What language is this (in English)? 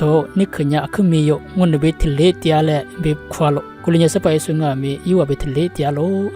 Lisu